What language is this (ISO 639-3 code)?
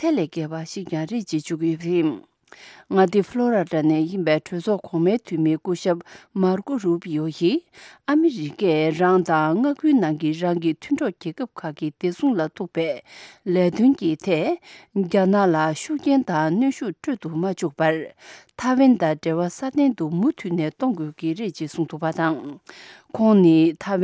bod